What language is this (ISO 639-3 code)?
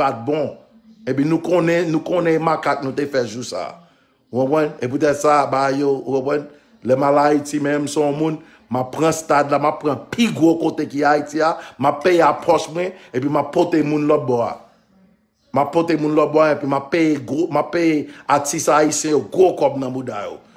hat